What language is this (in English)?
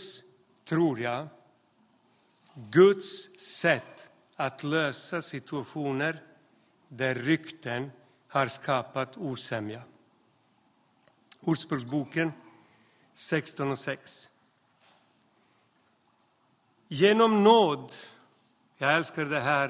Swedish